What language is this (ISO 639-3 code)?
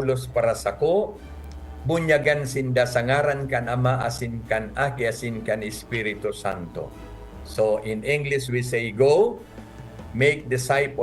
bik